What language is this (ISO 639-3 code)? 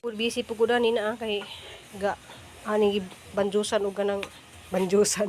ceb